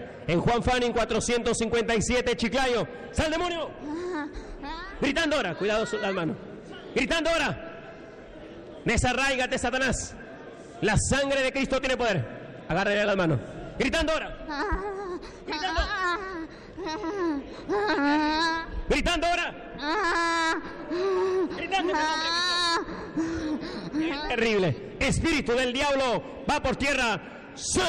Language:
Spanish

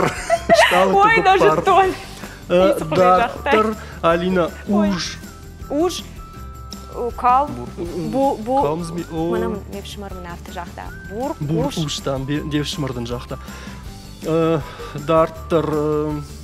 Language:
Ossetic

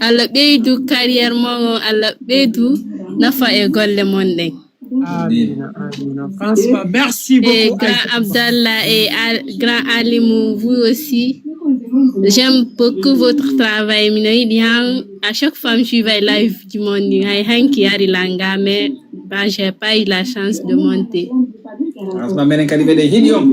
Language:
Fula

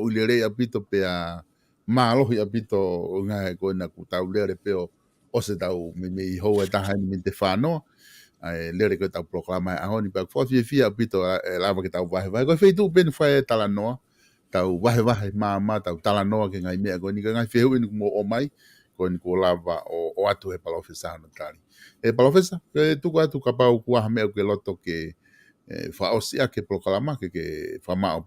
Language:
Tongan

